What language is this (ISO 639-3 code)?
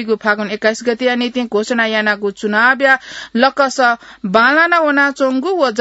new